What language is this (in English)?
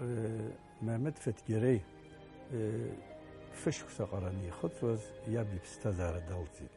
Abkhazian